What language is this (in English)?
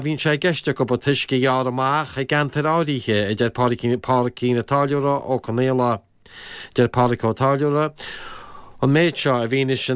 Irish